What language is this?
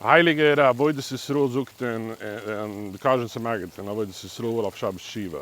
Yiddish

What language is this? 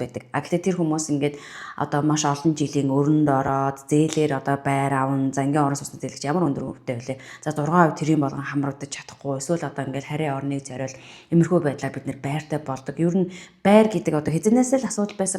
Mongolian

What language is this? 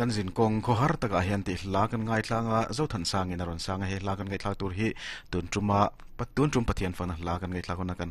Mizo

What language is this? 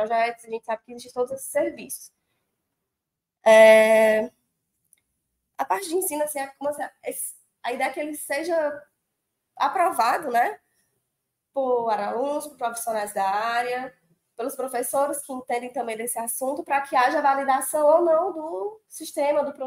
Portuguese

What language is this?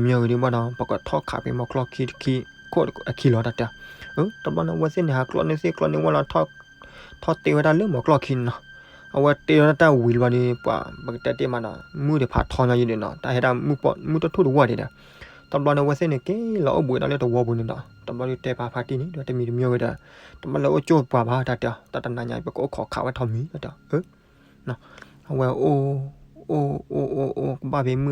S'gaw Karen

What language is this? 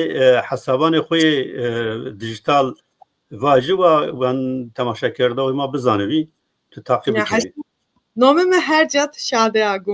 Zaza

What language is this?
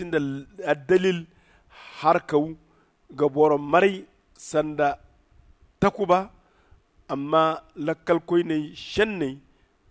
Zarma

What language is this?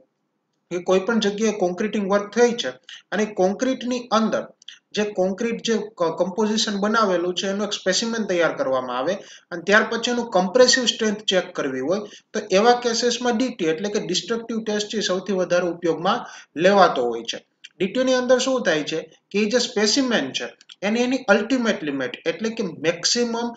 Gujarati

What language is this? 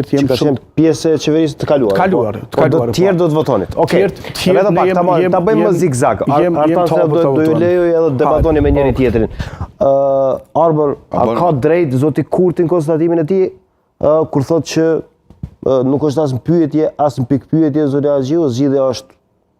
Albanian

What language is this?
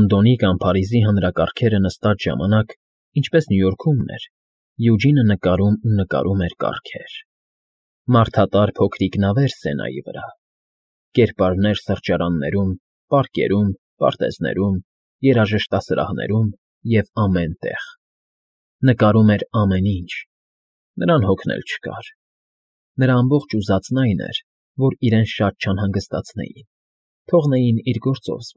Armenian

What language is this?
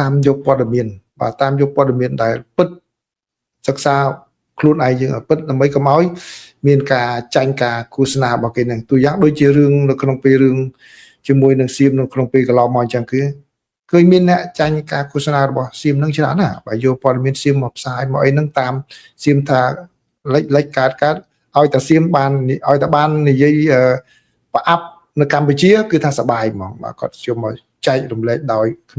Khmer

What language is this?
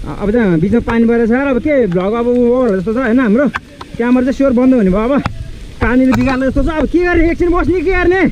Nepali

